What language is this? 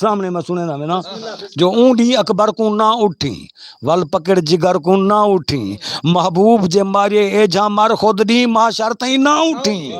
Saraiki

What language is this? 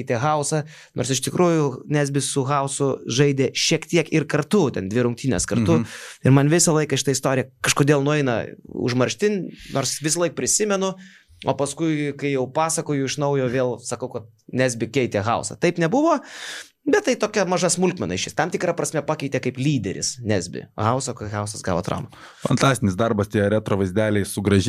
Lithuanian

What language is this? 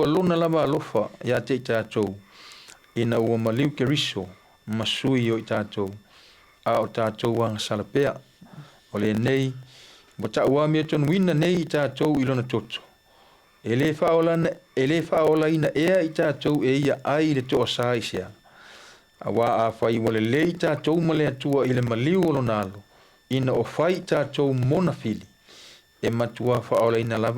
Samoan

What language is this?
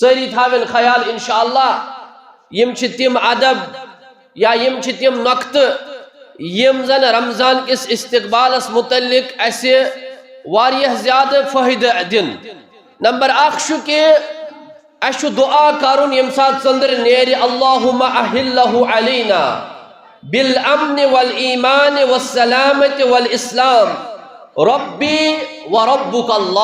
Kashmiri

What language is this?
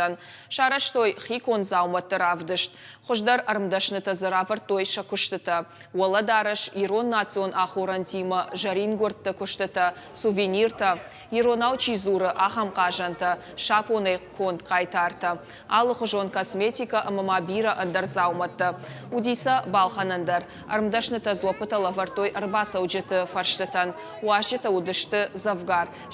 Ossetic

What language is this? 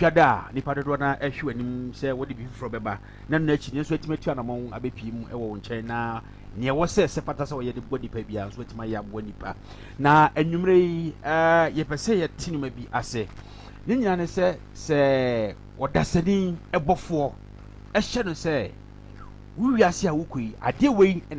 Akan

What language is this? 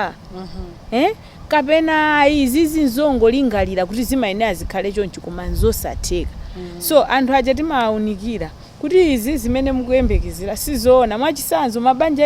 Nyanja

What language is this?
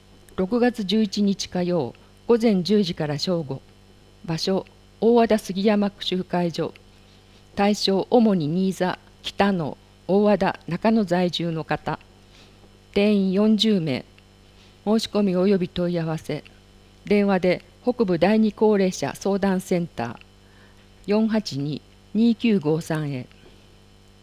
Japanese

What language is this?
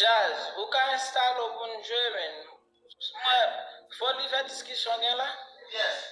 Haitian Creole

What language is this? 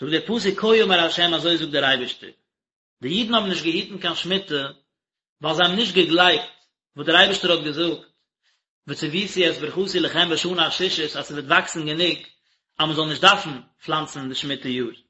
Yiddish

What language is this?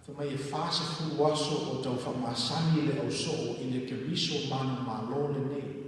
Samoan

